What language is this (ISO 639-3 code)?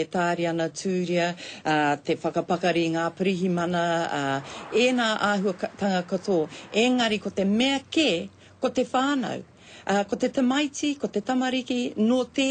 mri